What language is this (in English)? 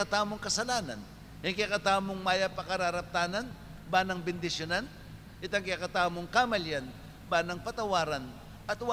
Pampanga